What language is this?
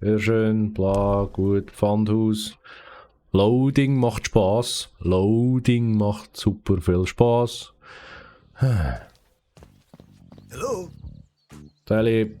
Swiss German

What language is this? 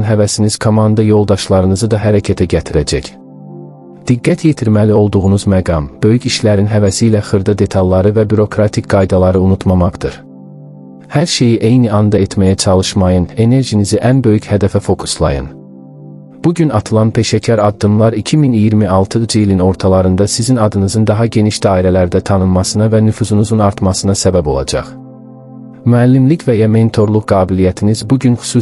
Azerbaijani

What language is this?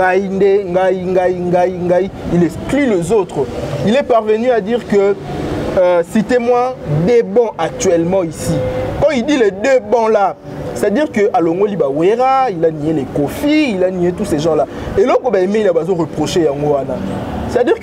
French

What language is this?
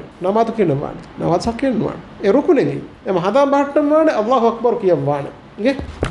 Divehi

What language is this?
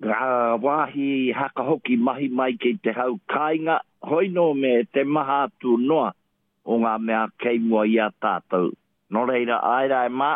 Māori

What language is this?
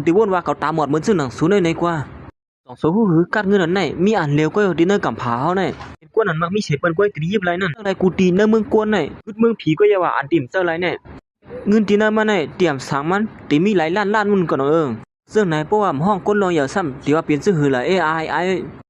Shan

